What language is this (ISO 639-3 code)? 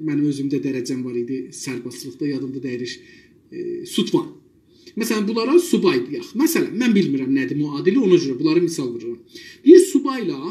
azb